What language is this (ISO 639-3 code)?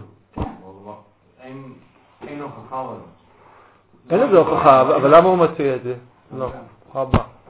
heb